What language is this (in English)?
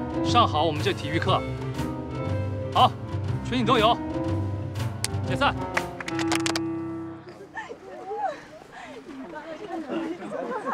Chinese